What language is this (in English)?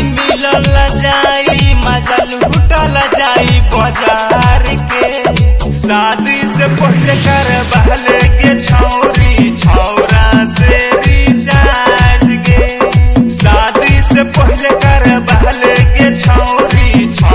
Bhojpuri